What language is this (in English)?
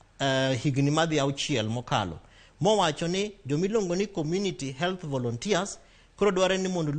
Luo (Kenya and Tanzania)